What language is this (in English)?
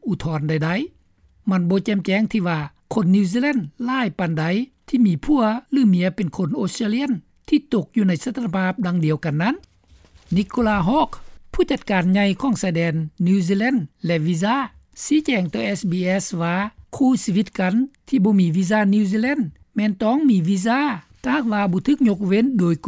Lao